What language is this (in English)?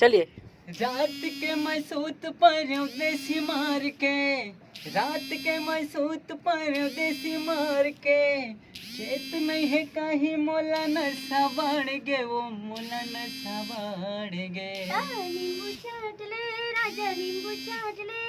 Chhattisgarhi